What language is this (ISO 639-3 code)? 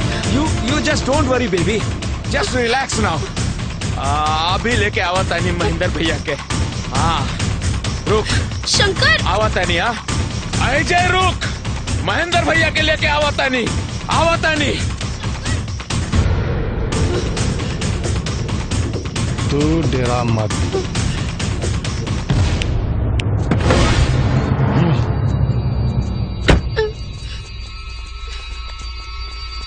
bho